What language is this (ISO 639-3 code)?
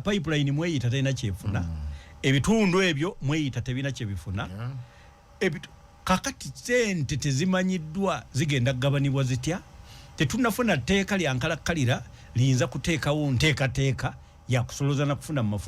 lug